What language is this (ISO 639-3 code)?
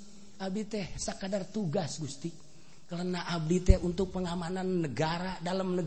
sun